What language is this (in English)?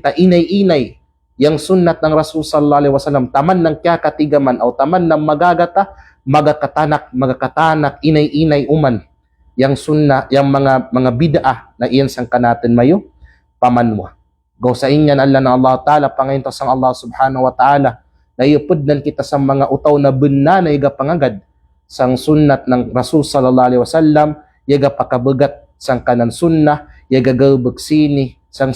Kalagan